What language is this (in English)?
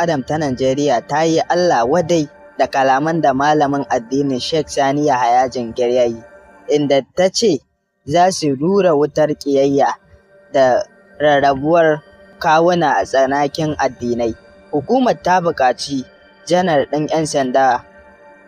Hausa